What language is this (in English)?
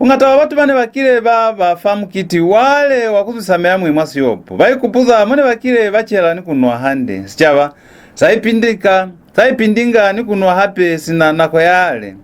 Lozi